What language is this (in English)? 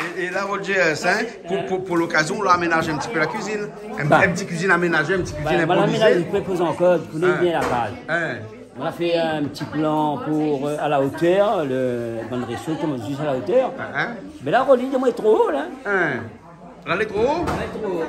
Réunion Creole French